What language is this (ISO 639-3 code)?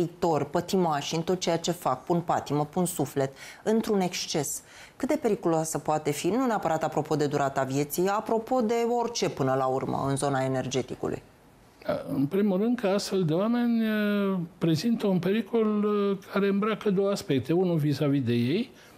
ron